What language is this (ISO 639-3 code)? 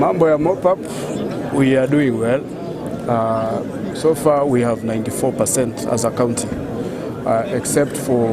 guz